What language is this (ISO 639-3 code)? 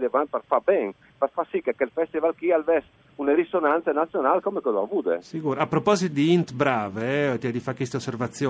fur